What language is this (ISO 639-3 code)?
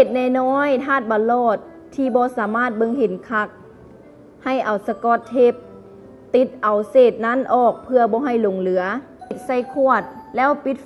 lao